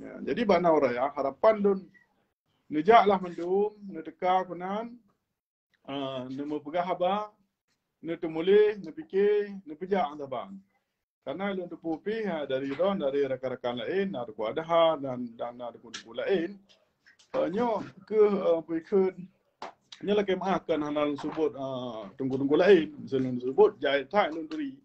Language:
Achinese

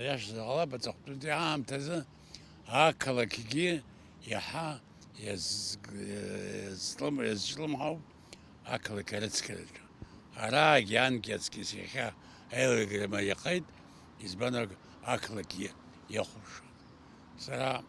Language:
Abkhazian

